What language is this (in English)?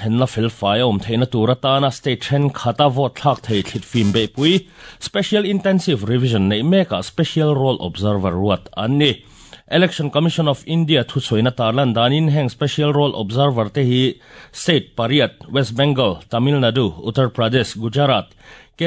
Mizo